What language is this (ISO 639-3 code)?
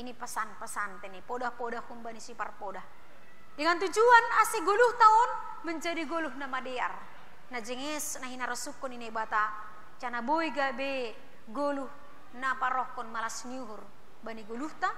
bts